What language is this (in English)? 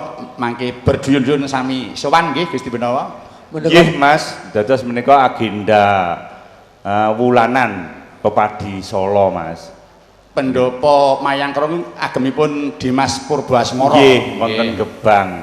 Javanese